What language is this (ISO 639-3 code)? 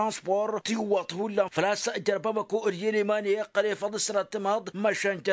taq